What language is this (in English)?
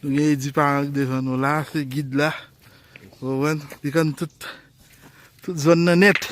Haitian Creole